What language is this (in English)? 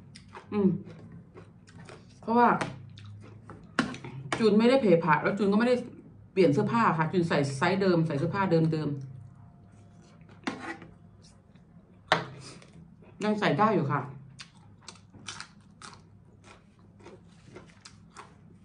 Thai